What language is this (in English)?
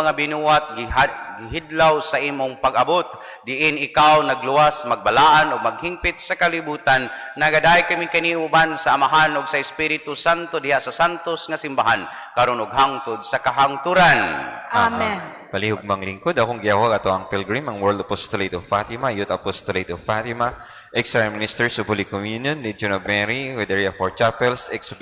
Cebuano